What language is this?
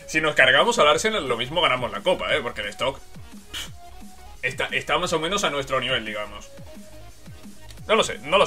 Spanish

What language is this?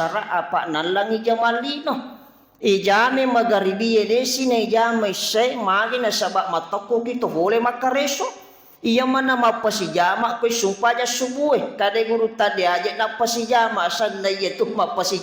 Buginese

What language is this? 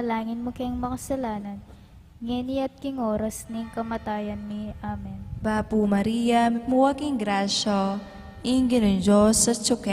Pampanga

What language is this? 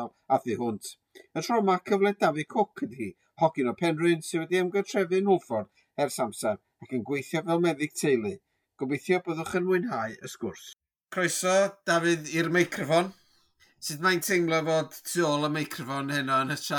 Welsh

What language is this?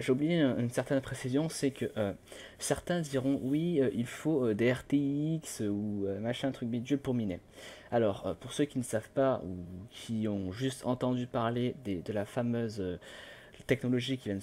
French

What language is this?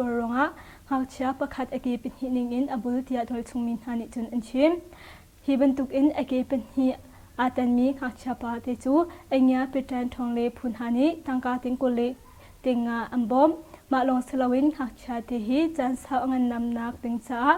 Hakha Chin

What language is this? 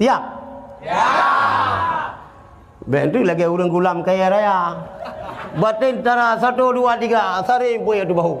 Achinese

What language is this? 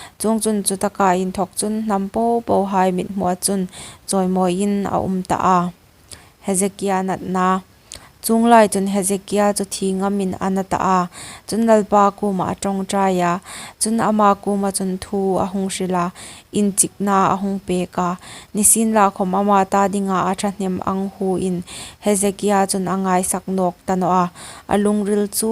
Hmar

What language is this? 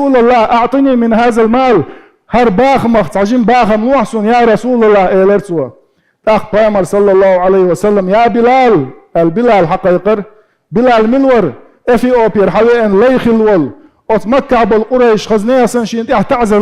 Chechen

